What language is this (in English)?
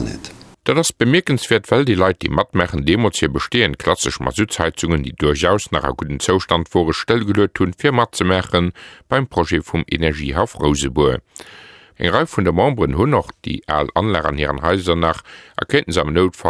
Luxembourgish